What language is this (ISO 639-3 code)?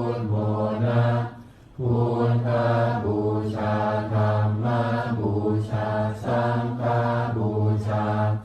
pli